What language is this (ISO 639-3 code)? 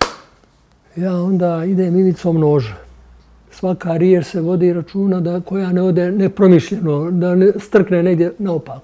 bos